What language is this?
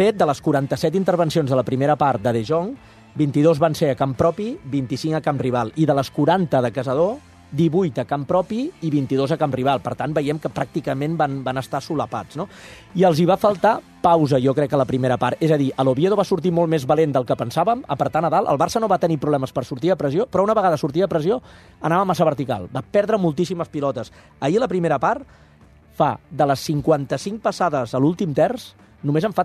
Catalan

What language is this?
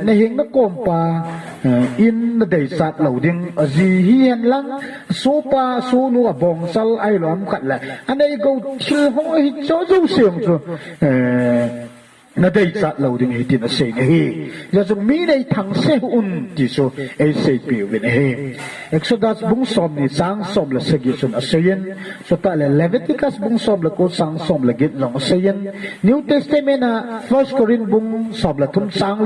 Thado Chin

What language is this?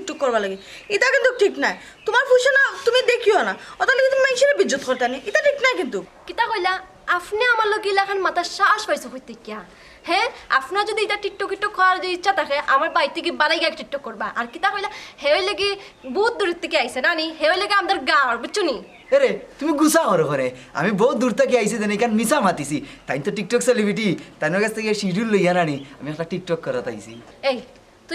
Sylheti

